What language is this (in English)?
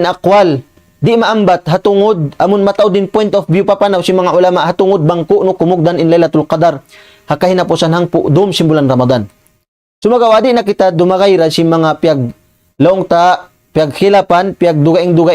Tausug